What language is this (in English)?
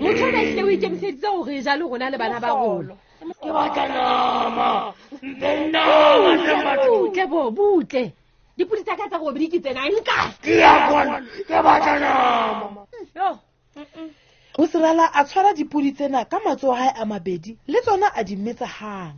Southern Sotho